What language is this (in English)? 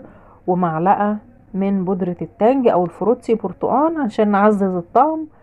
Egyptian Arabic